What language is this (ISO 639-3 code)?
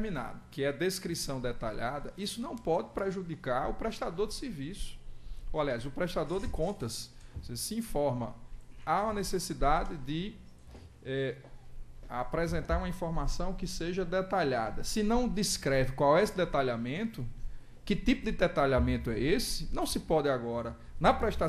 por